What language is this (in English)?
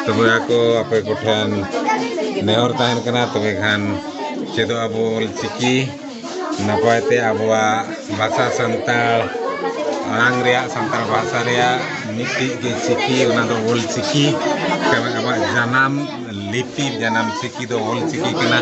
Santali